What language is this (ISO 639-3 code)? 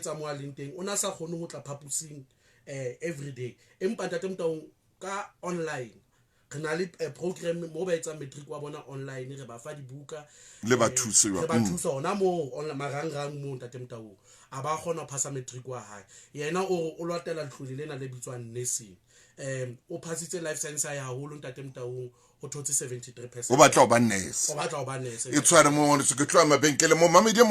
sot